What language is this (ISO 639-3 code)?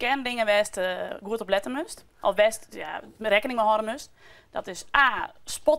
fry